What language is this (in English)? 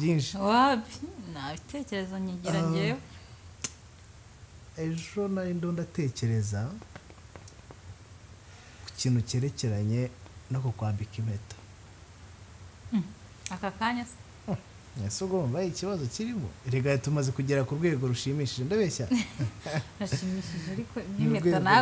Kinyarwanda